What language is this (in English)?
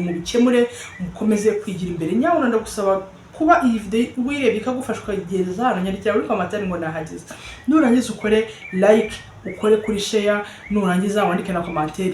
Kinyarwanda